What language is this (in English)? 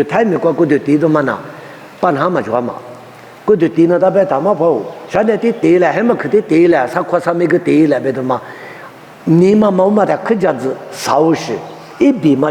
Lisu